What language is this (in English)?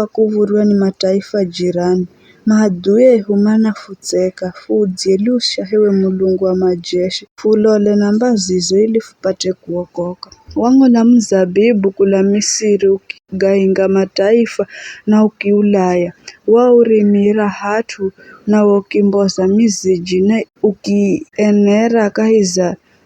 Giryama